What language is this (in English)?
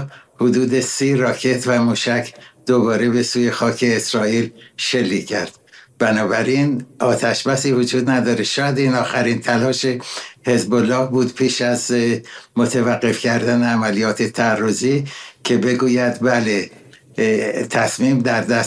Persian